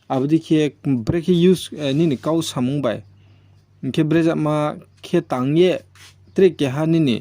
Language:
Riang (India)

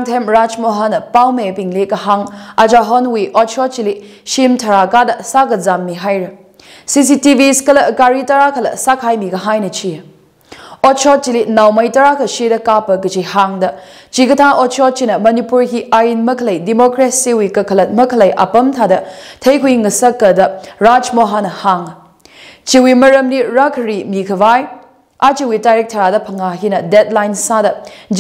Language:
Tangkhul Naga (India)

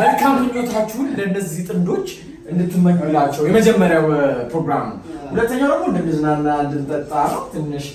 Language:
Amharic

